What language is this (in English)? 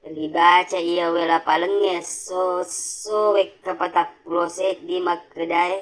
Buginese